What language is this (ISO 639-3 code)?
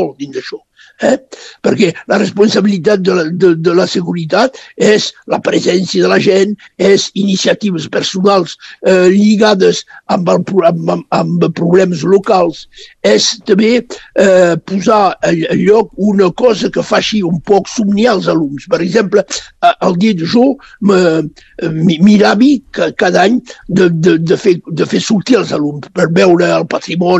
cat